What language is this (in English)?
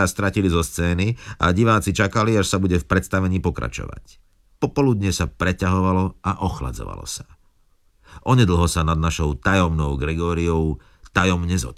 Slovak